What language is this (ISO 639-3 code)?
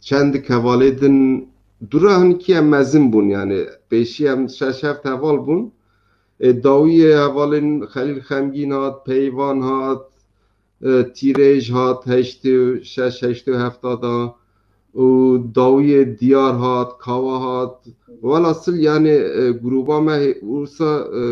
kur